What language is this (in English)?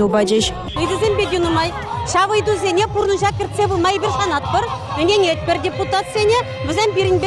Chuvash